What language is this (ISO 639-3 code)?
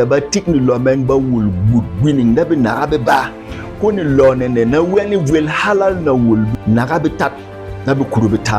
bom